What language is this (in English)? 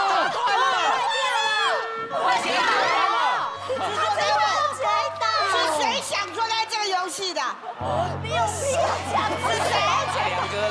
Chinese